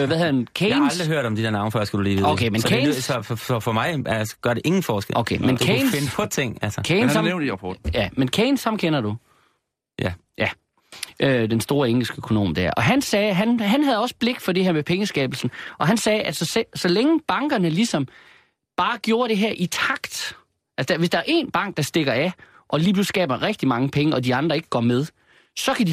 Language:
Danish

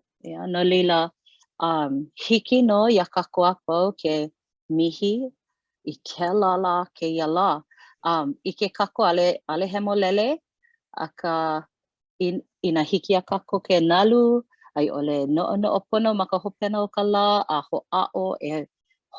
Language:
Hawaiian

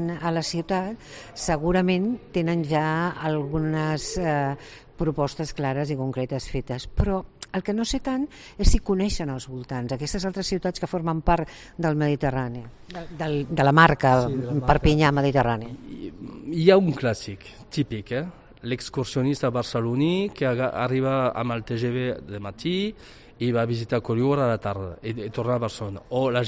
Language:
Catalan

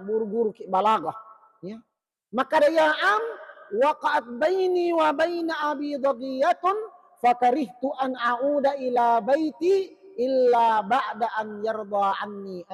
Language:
Buginese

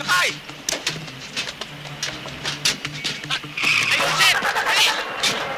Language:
Filipino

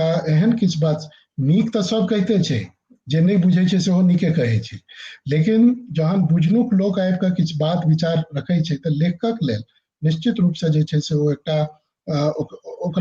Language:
Maithili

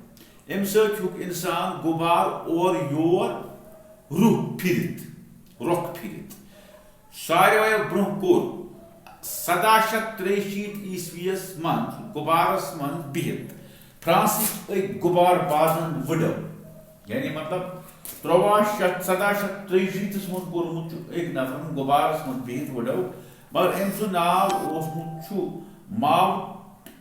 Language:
Kashmiri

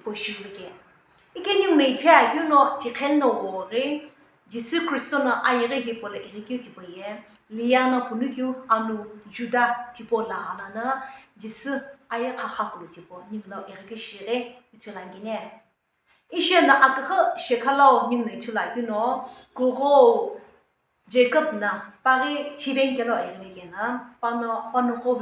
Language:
Sumi Naga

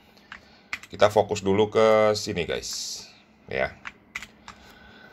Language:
Indonesian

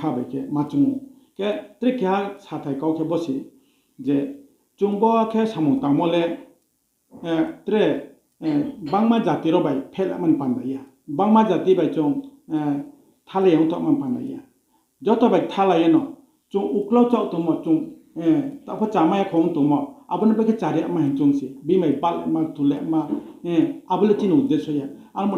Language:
Riang (India)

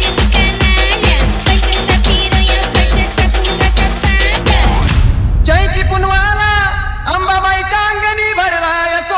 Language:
Marathi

